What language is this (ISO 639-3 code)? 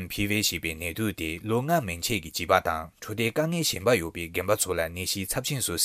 bod